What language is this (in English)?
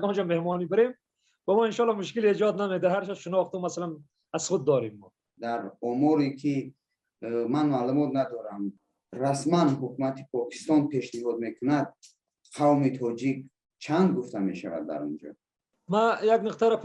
Persian